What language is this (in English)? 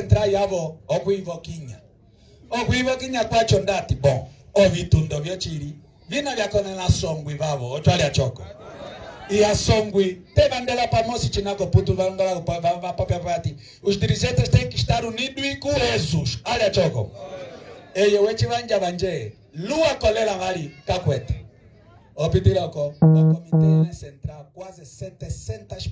Umbundu